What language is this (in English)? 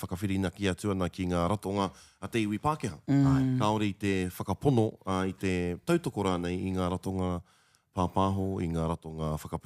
Māori